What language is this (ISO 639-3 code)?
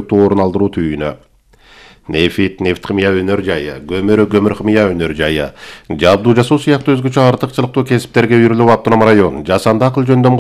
kir